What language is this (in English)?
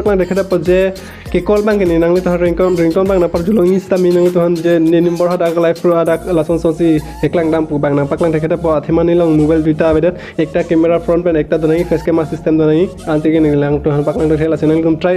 Karbi